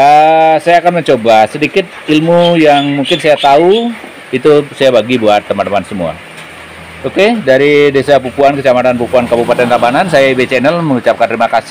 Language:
Indonesian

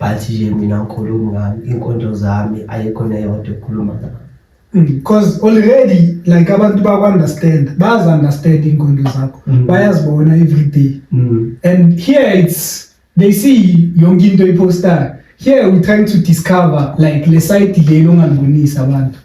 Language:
Zulu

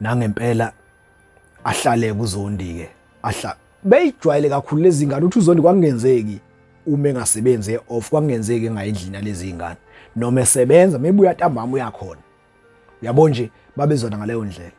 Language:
Zulu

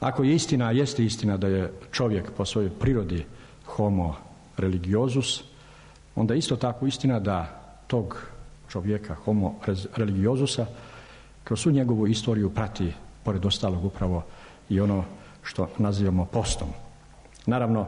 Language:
Serbian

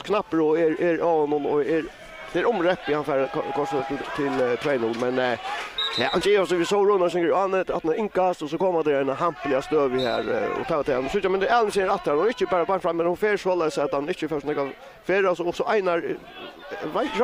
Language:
Faroese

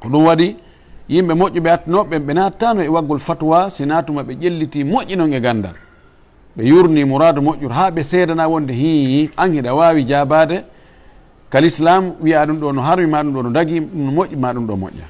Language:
Fula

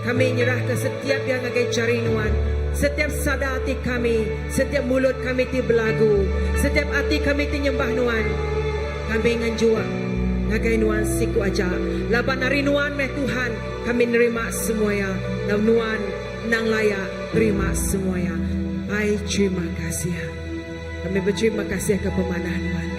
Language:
Iban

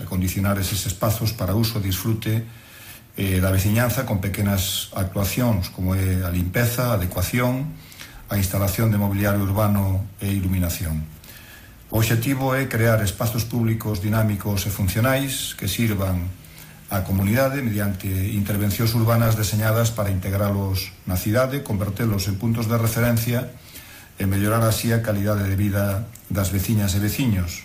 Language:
Galician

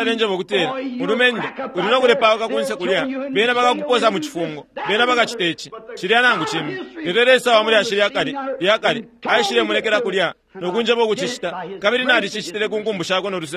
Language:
Bemba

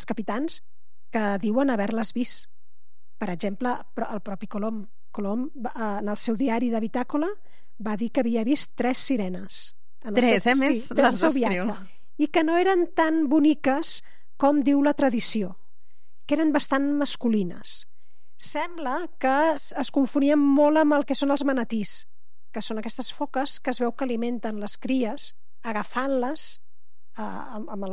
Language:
Catalan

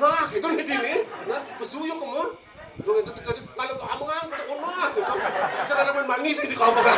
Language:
Balinese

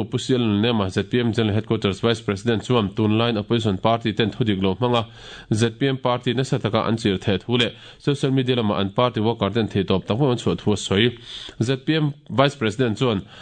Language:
Mizo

